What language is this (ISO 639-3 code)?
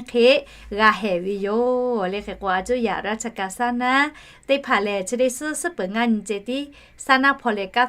lhu